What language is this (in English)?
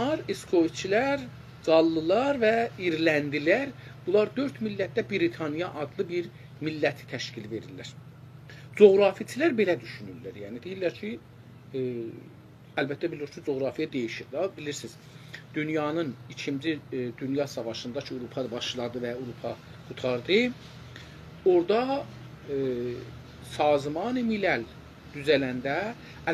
South Azerbaijani